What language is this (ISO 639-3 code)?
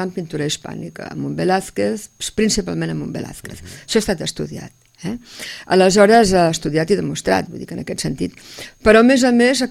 cat